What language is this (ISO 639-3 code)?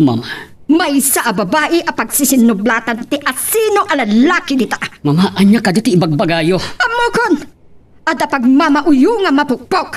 ilo